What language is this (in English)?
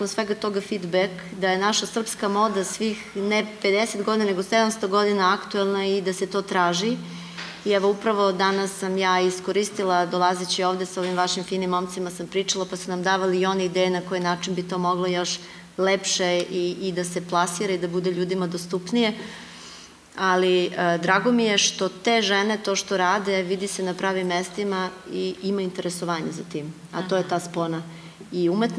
Serbian